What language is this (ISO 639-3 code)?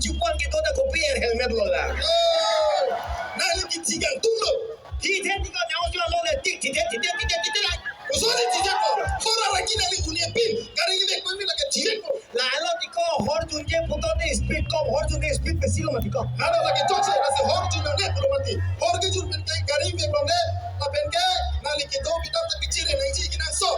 mjw